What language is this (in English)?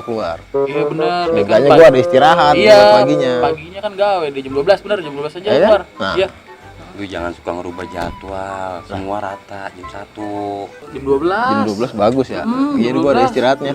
Betawi